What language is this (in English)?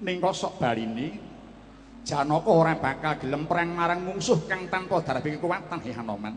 Javanese